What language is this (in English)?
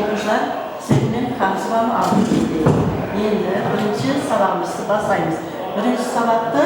Kara-Kalpak